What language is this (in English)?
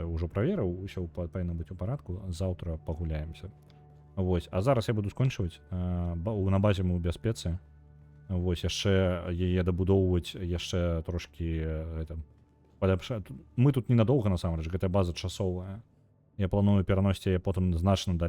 Belarusian